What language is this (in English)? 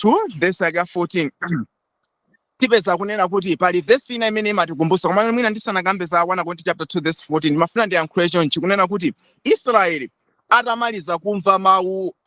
Nyanja